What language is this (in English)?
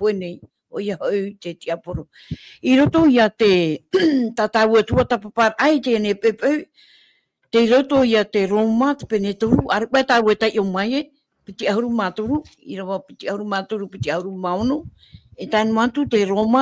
Tahitian